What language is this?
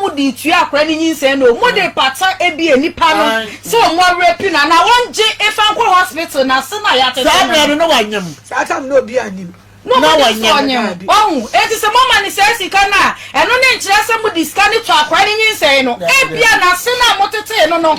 Akan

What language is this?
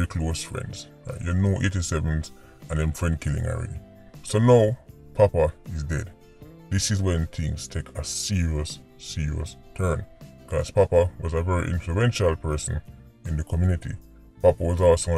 Jamaican Creole English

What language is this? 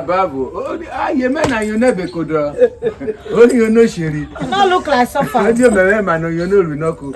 Urhobo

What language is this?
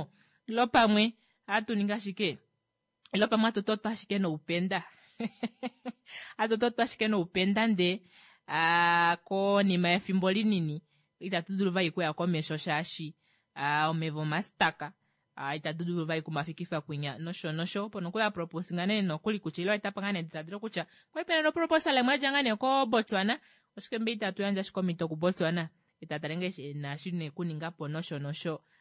Kuanyama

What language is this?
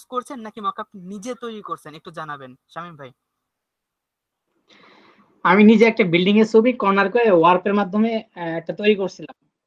Bangla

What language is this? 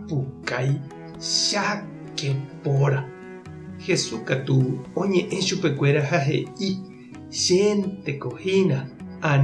Guarani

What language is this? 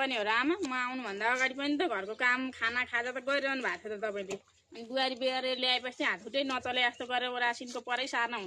Nepali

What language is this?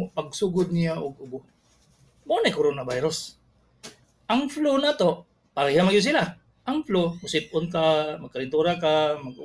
Cebuano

